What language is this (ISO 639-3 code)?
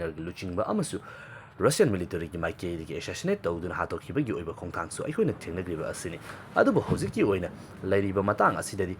mni